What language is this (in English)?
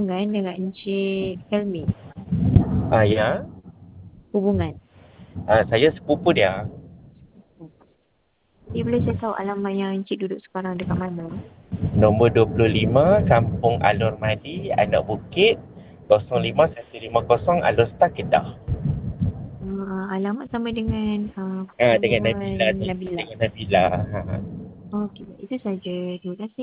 Malay